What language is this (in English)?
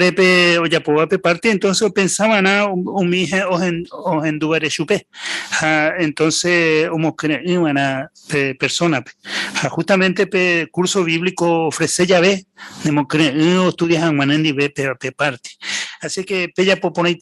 Guarani